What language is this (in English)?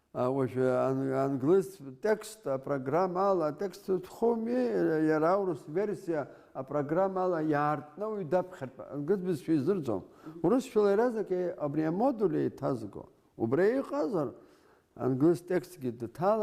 Abkhazian